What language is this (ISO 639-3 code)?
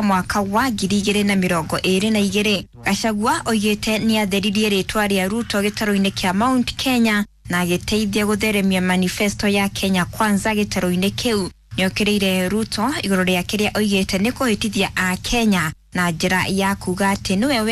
kik